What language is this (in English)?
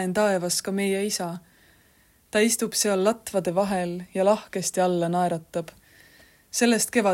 Estonian